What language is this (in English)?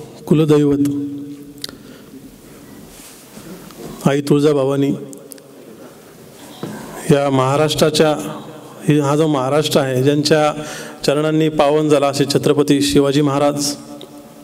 Marathi